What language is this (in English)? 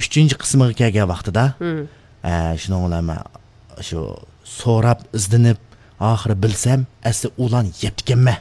Uyghur